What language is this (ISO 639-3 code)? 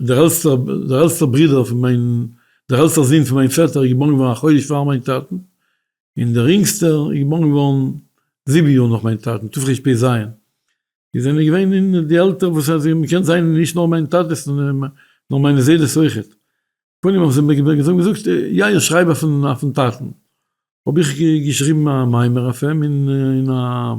yid